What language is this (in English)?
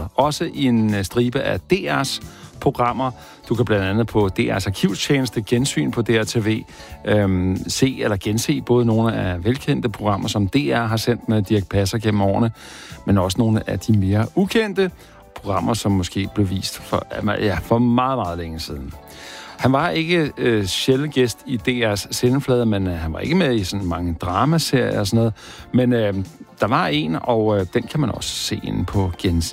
Danish